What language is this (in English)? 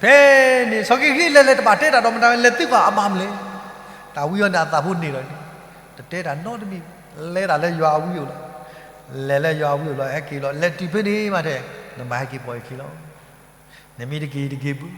S'gaw Karen